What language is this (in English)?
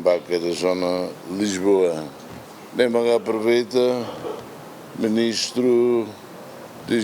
Tetum